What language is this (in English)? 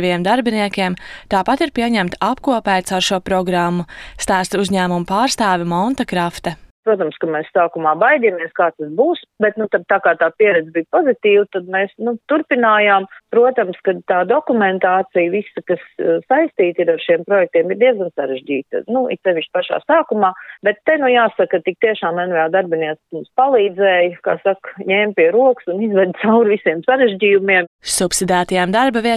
Latvian